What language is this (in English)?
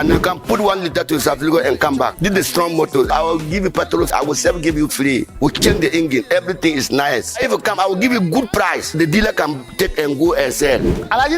Dagbani